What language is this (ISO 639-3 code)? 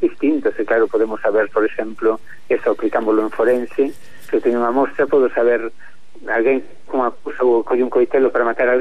glg